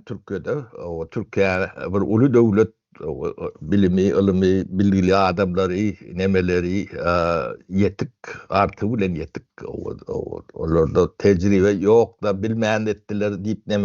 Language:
Turkmen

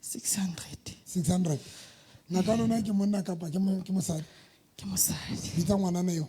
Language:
Southern Sotho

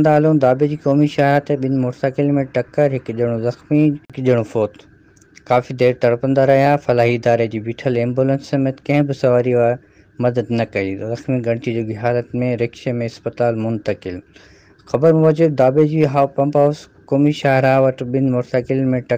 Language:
Sindhi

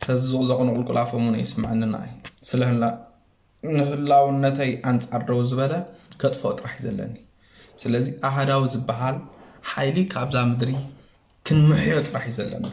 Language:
Tigrinya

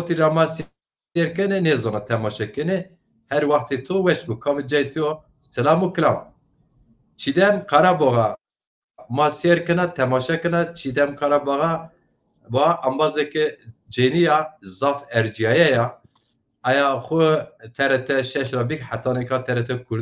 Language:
Zaza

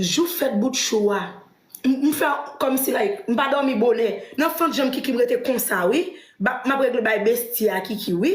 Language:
Haitian Creole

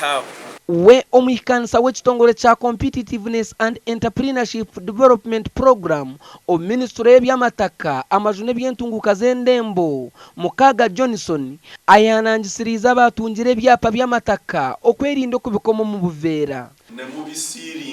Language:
Nyankole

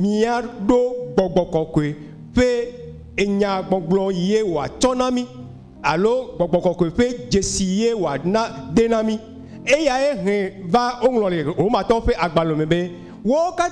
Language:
Ewe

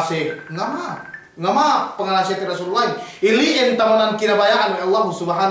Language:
Yakan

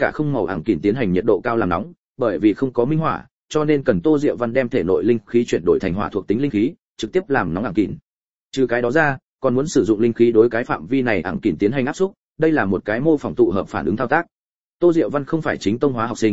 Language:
Vietnamese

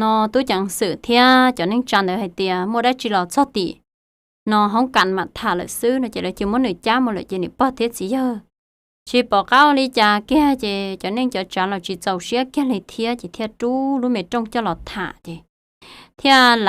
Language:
Hmong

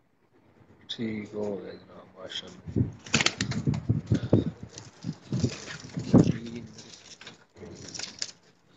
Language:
Punjabi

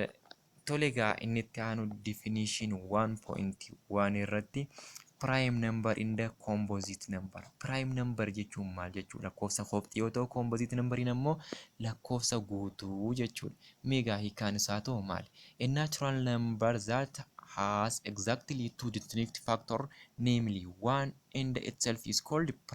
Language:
Oromo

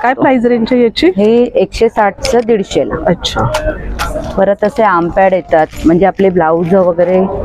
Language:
Marathi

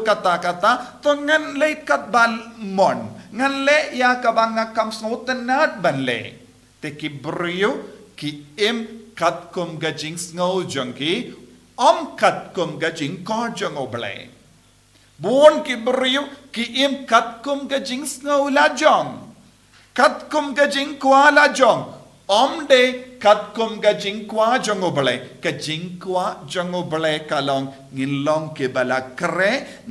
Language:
Khasi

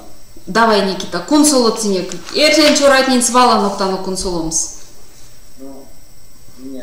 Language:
Erzya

